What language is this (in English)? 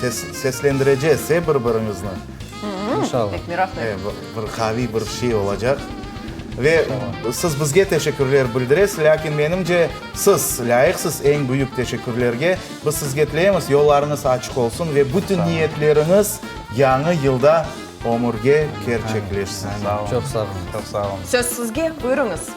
Crimean Tatar